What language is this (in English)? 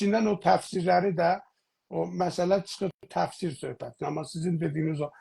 South Azerbaijani